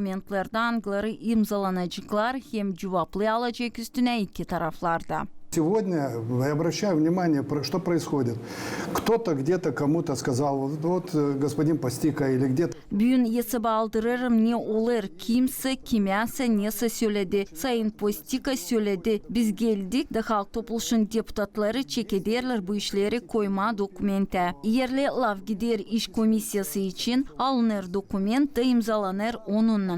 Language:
Gagauz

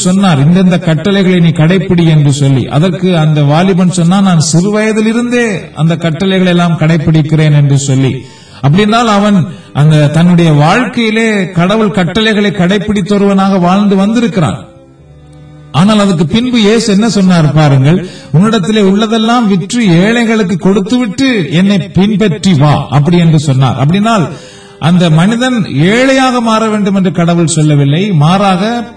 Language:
Tamil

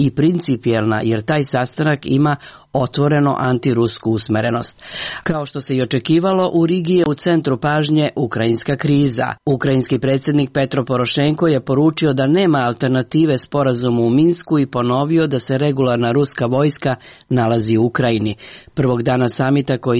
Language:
Serbian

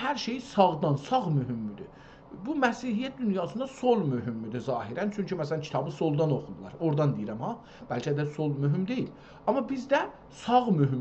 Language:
South Azerbaijani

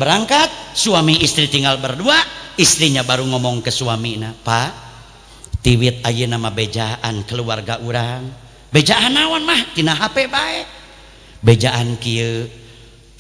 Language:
Sundanese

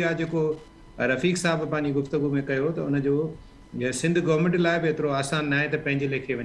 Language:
Sindhi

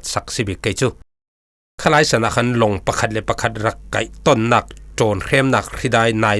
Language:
Falam Chin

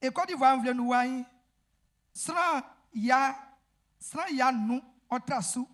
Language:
Baoulé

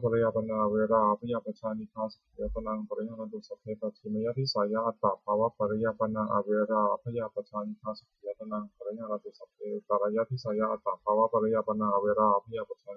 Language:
Pali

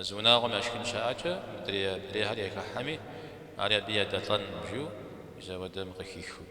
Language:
Kabardian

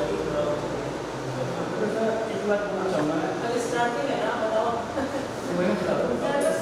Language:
Hindi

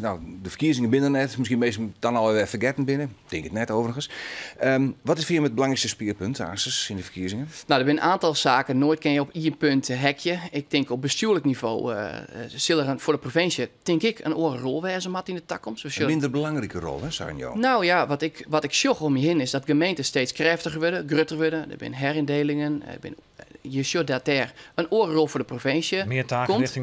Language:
Western Frisian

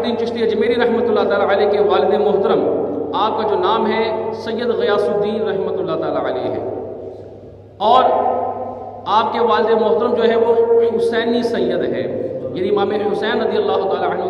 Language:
Urdu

